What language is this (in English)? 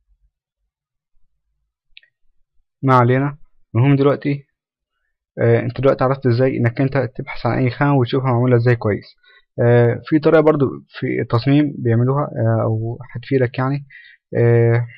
Egyptian Arabic